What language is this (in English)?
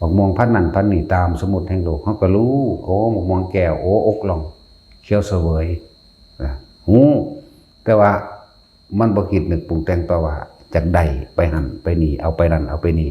Northeastern Thai